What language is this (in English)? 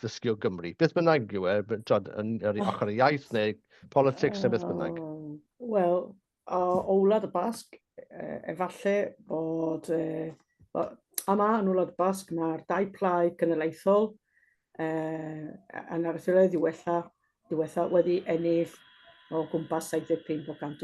Welsh